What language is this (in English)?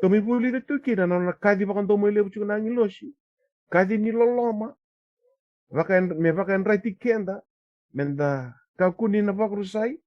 Fijian